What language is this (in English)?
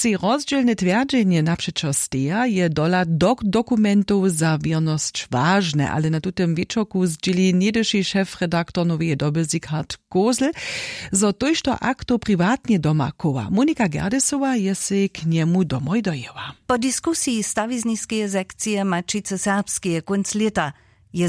Upper Sorbian